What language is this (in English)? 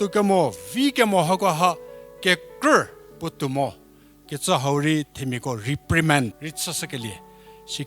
Angami Naga